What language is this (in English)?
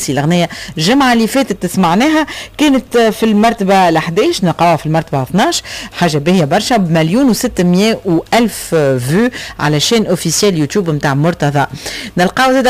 Tunisian Arabic